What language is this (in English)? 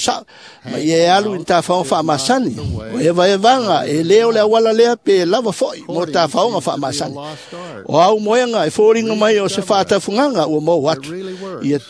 Samoan